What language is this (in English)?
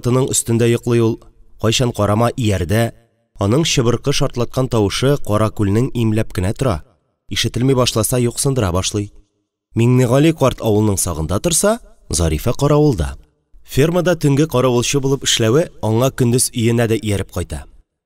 Tatar